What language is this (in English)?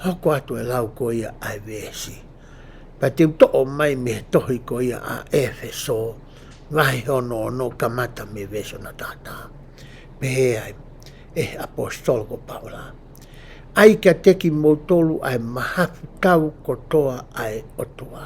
Tongan